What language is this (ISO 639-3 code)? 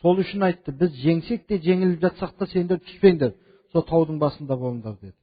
kaz